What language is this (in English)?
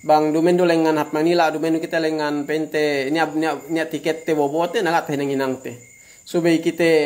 Yakan